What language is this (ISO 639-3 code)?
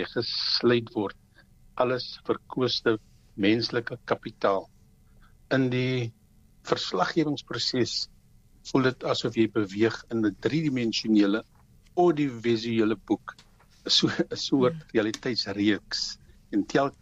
afr